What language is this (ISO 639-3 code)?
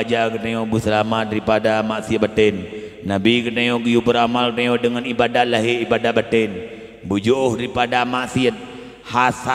ace